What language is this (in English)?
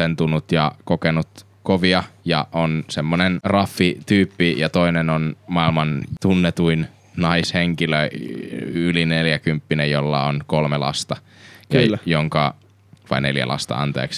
Finnish